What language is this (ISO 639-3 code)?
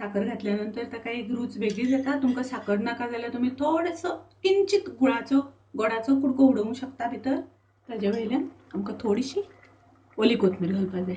kok